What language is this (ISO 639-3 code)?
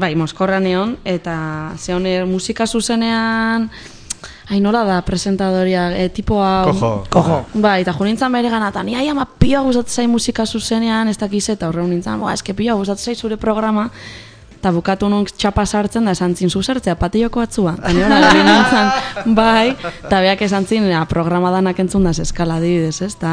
eus